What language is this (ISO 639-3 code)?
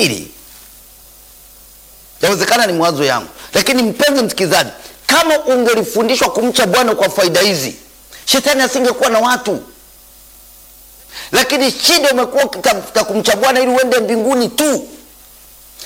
swa